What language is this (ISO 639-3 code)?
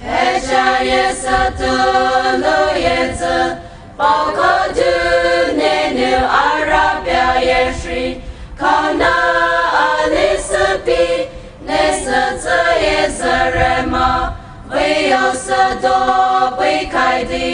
pmx